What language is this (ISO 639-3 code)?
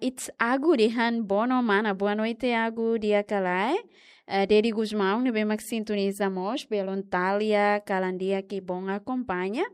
tet